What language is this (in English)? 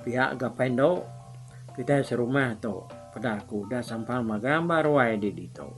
Iban